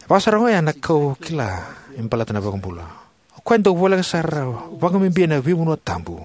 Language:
Fijian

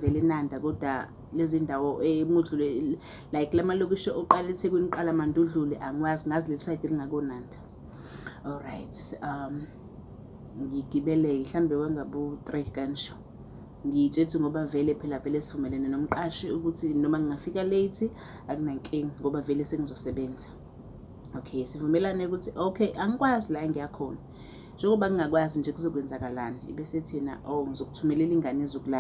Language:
Zulu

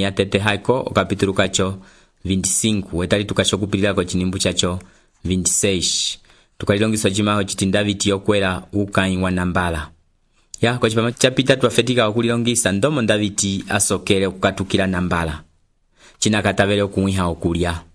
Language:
Umbundu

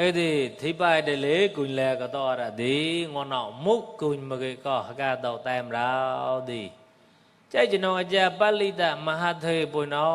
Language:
Mon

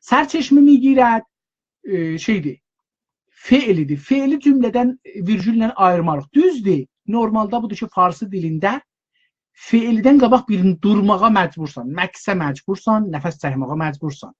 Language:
South Azerbaijani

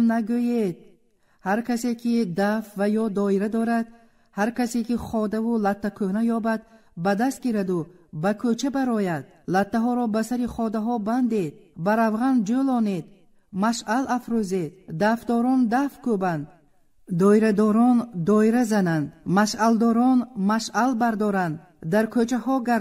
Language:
Tajik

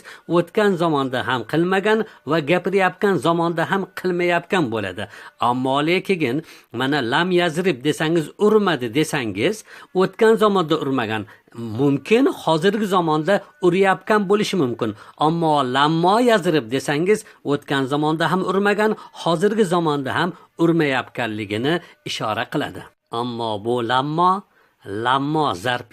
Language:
Uzbek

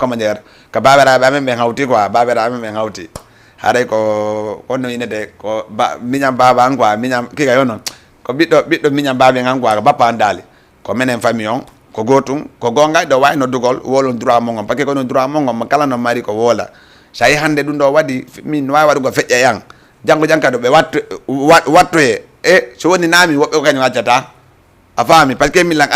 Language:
Fula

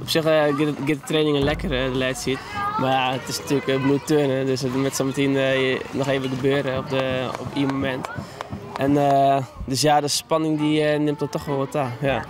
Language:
Western Frisian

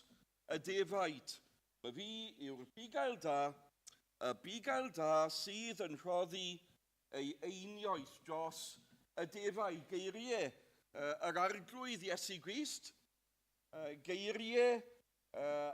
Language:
Welsh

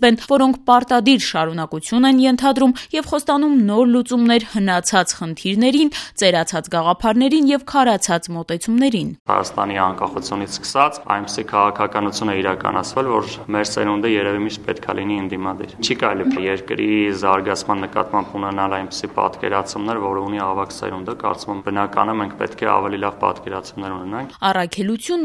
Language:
Armenian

